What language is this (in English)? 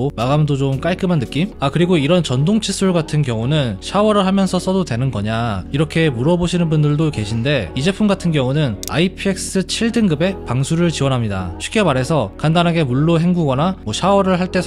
Korean